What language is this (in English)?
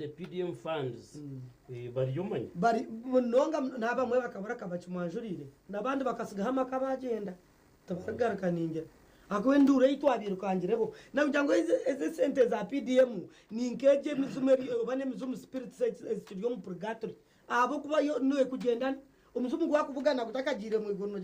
Nyankole